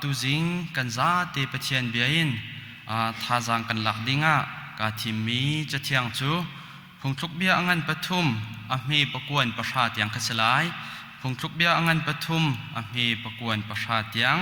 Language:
Hakha Chin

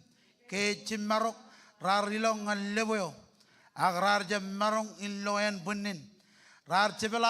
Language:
Marshallese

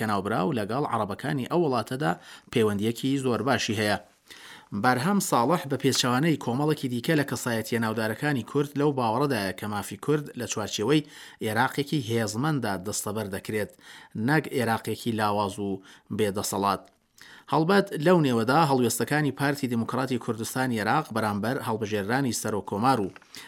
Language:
Central Kurdish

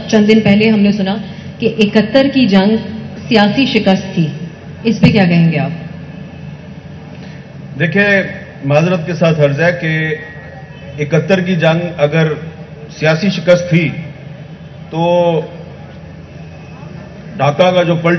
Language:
Urdu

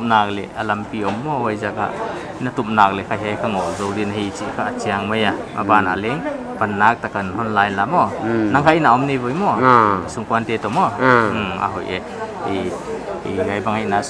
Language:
Paite Chin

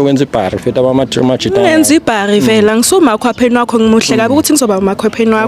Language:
Zulu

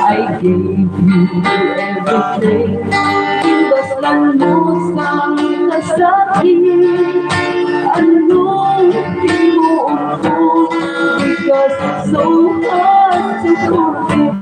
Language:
Hiligaynon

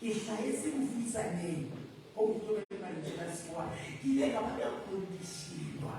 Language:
Southern Sotho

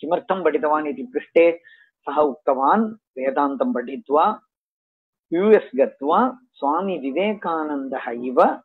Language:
Sanskrit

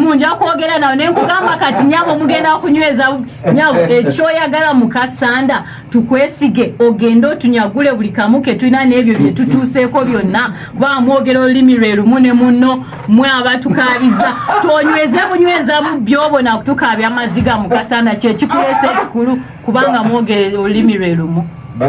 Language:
Ganda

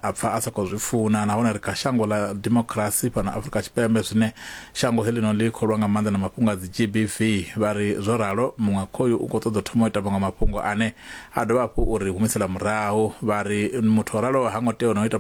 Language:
Venda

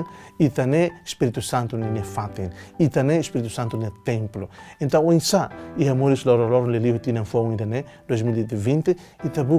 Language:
Tetum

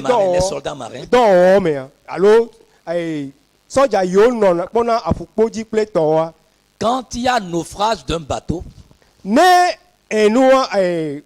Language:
Ewe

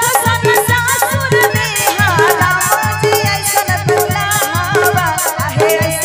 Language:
Bhojpuri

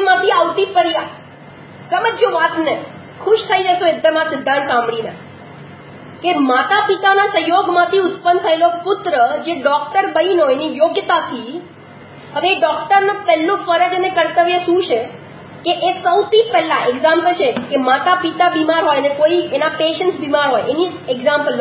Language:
Gujarati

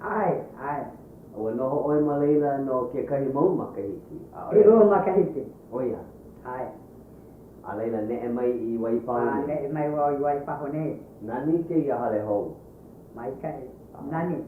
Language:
Hawaiian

